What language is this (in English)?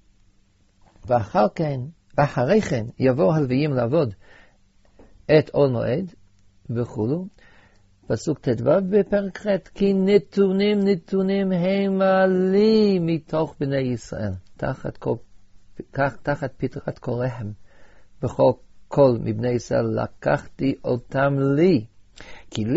Hebrew